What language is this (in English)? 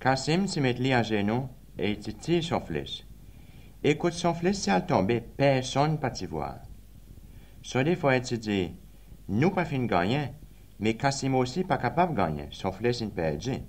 Seselwa Creole French